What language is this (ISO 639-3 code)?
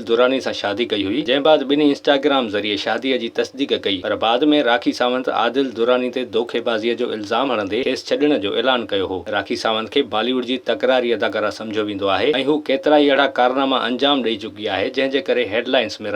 snd